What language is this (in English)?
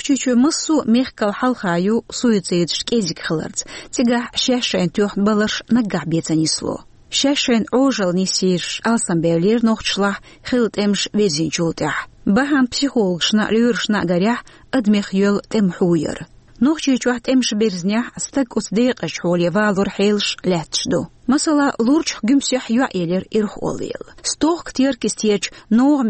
Chechen